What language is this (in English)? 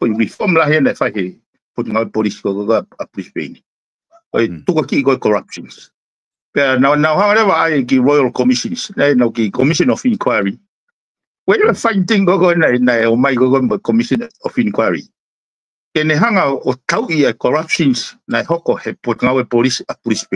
Tongan